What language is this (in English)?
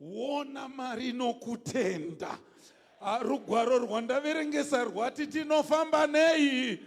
Shona